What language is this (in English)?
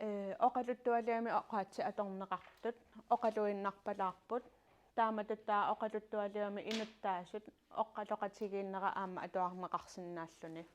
Kalaallisut